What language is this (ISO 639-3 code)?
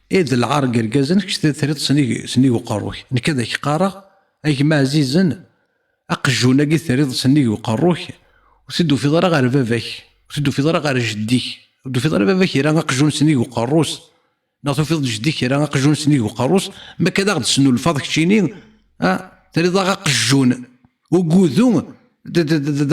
kab